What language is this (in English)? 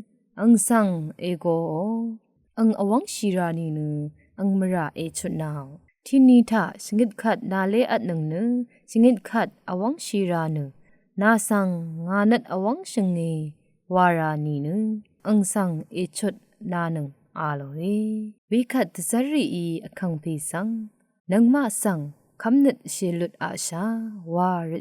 Rawang